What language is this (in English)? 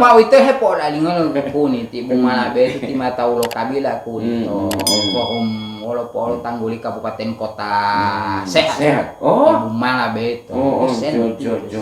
Gorontalo